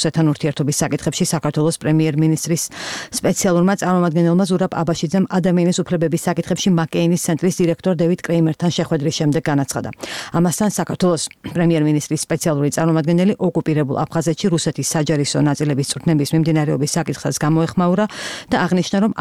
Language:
Georgian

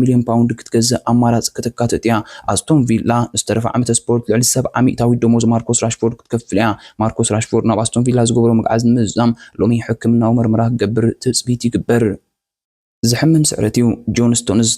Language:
Tigrinya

